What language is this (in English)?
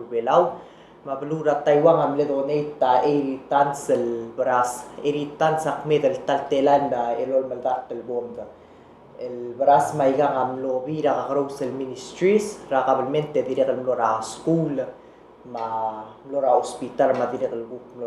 Palauan